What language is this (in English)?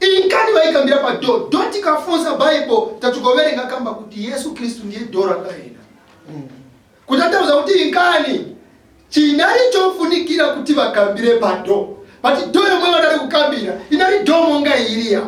Nyanja